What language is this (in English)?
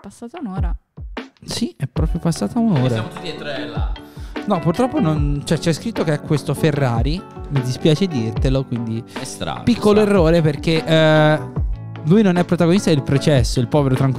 Italian